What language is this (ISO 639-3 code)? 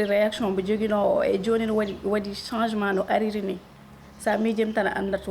ful